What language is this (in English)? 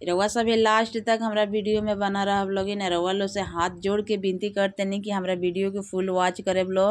Bhojpuri